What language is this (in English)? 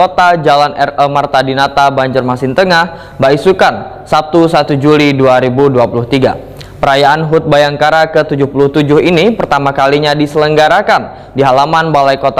Banjar